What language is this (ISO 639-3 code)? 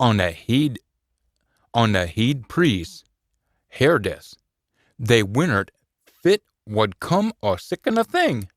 sco